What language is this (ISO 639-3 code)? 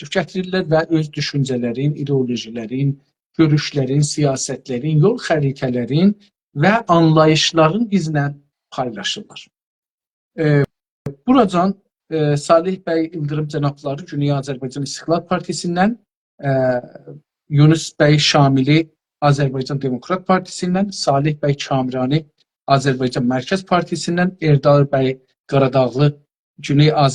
azb